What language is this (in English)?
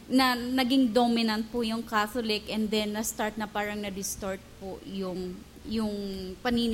Filipino